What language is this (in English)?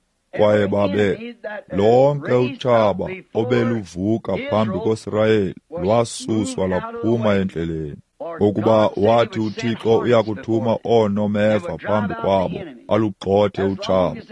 Xhosa